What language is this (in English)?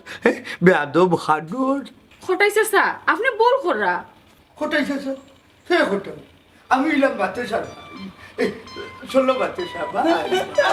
Sylheti